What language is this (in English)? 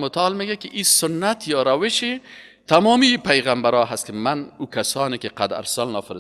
Persian